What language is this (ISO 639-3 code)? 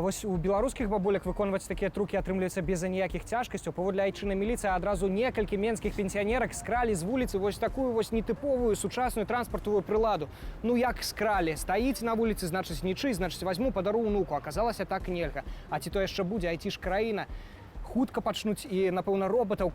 bel